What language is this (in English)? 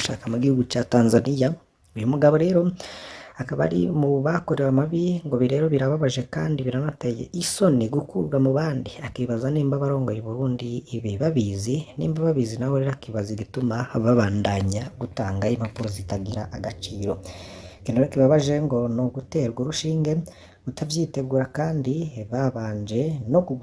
Rundi